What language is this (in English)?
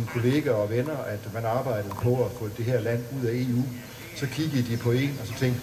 Danish